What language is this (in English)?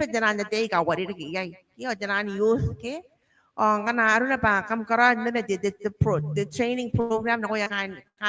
Gilbertese